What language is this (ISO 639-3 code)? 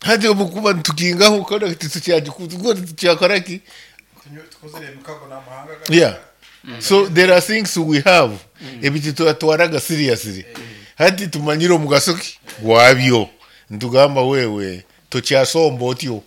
nyo